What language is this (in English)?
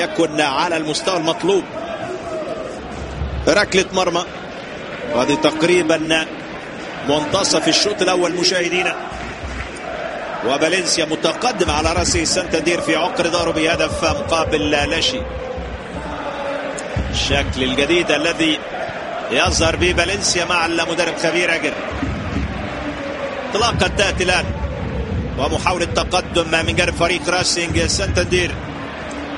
Arabic